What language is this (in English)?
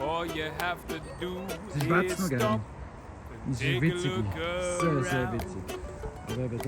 Swiss German